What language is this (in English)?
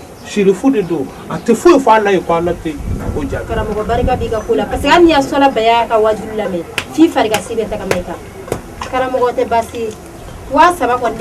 Bambara